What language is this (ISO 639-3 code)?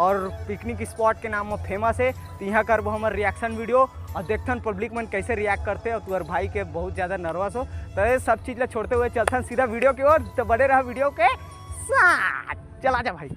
hne